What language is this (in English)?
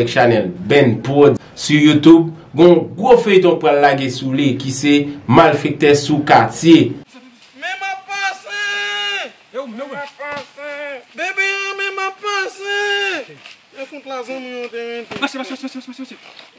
Haitian Creole